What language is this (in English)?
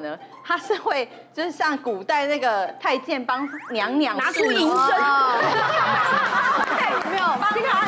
Chinese